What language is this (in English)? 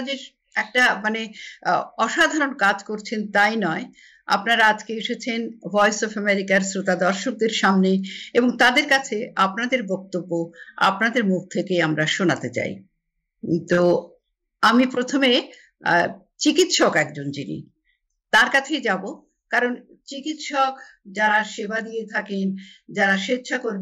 Bangla